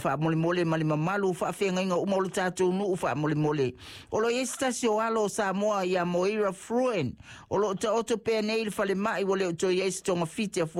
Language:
Samoan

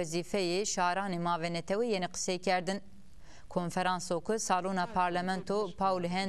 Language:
Zaza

